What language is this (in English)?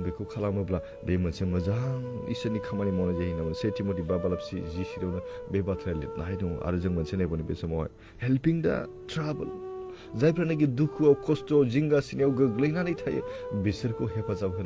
Bodo